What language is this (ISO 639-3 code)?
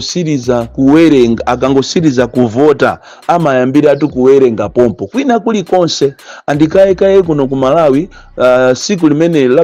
nya